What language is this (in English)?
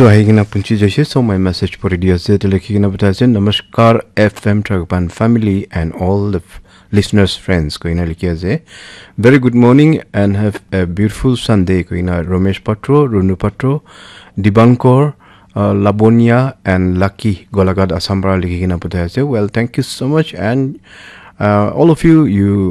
Naga Pidgin